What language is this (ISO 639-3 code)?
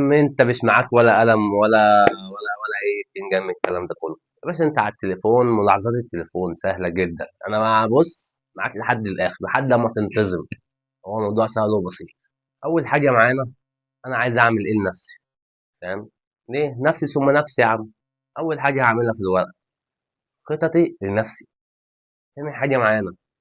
arz